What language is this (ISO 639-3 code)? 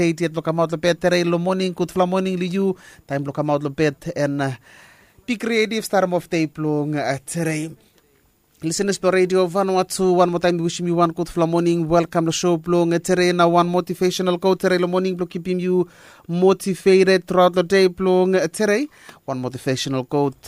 bis